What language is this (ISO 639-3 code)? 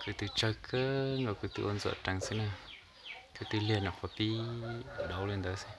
hmn